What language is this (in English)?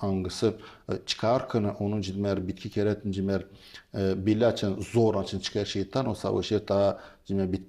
Gagauz